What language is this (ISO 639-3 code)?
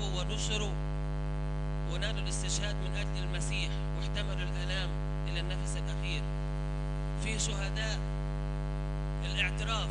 ara